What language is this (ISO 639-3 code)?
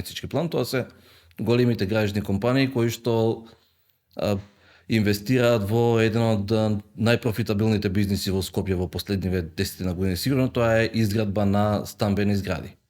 mkd